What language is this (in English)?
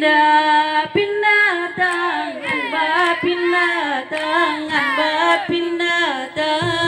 Minangkabau